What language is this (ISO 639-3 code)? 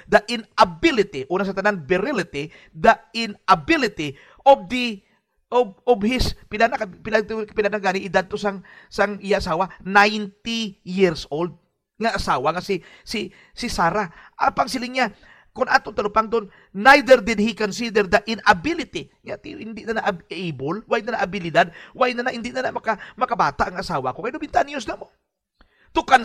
hil